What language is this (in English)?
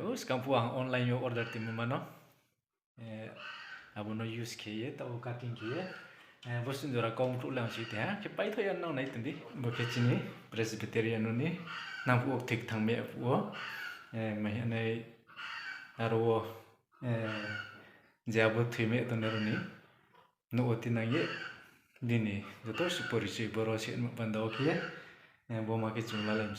Riang (India)